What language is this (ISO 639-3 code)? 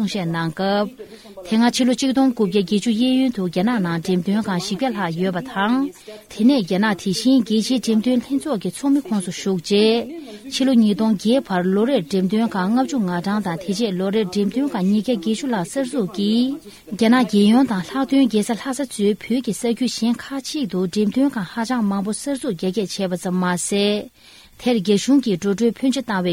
bod